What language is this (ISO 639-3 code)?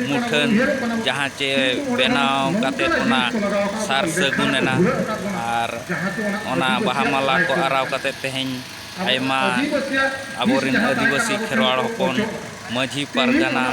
sat